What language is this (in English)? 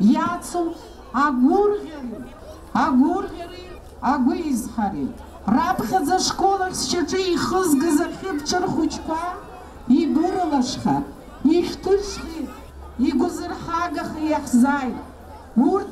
Abkhazian